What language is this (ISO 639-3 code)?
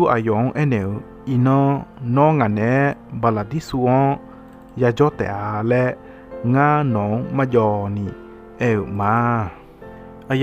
ahk